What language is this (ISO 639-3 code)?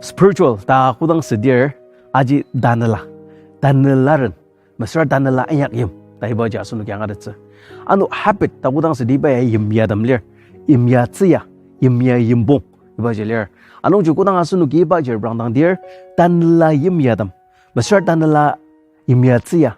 njo